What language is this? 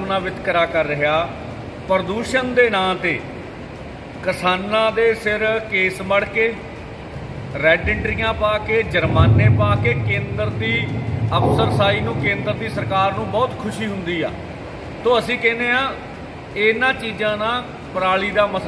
Punjabi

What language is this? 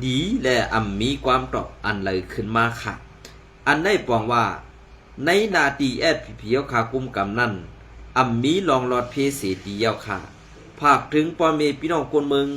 Shan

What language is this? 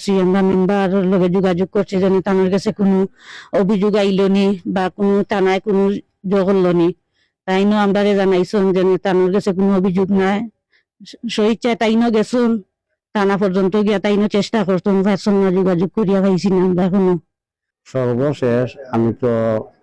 Sylheti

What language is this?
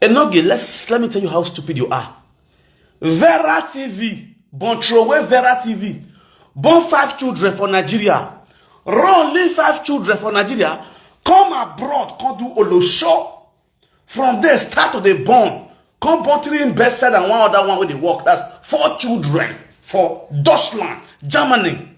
Nigerian Pidgin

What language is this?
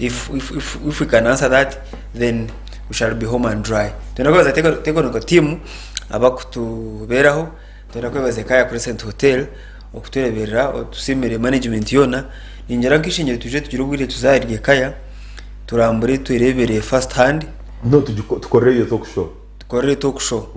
Nyankole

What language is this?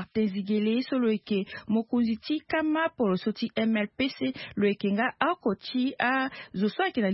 Sango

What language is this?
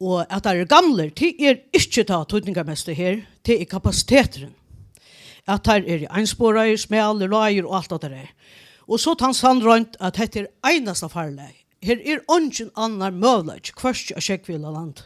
Faroese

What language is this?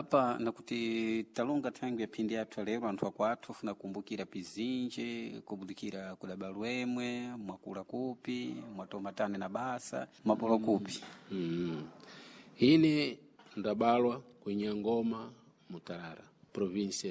Sena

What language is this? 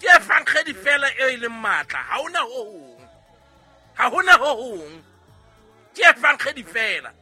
Southern Sotho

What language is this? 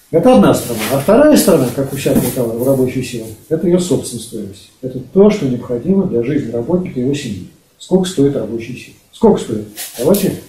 Russian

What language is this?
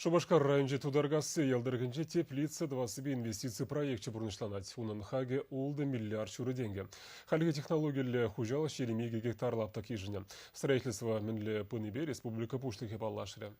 Chuvash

